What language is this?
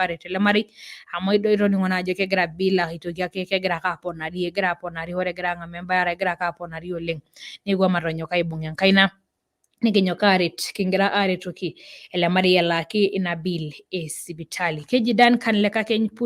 Masai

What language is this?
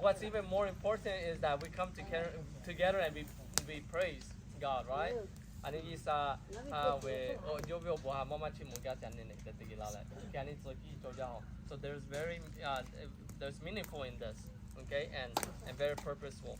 Lahu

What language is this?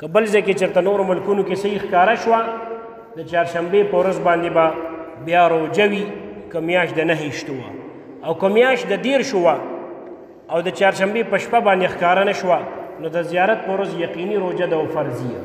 Pashto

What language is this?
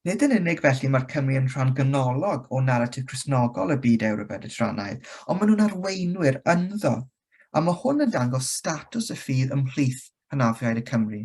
Welsh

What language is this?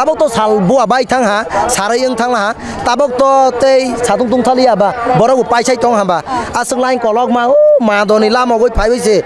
Kok Borok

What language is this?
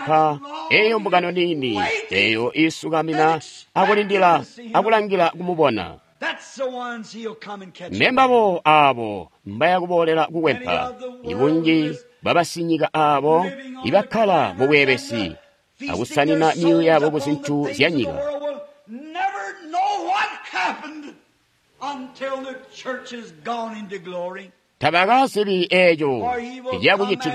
Tonga (Zambia)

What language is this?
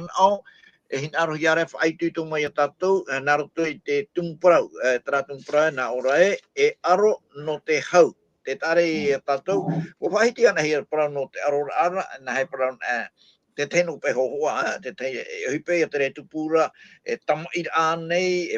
Tahitian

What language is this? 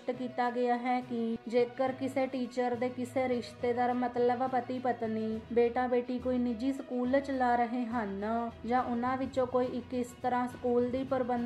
Punjabi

